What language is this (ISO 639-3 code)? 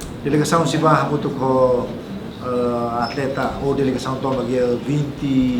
tet